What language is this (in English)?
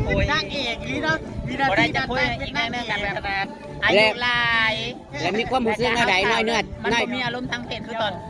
Northeastern Thai